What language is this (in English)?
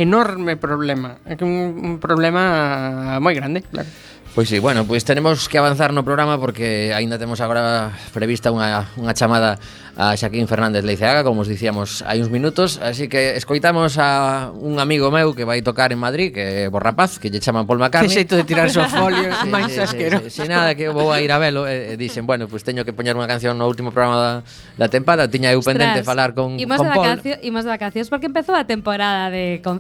Galician